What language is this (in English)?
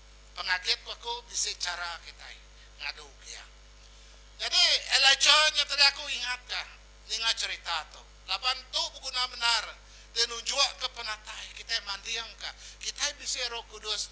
Iban